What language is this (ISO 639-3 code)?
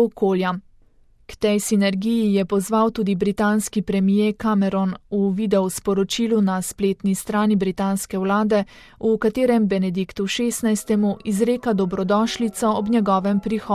slv